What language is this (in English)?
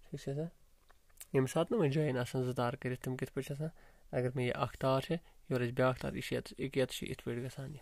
Kashmiri